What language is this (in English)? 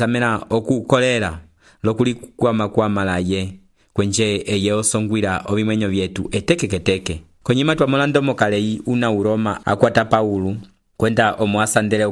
Umbundu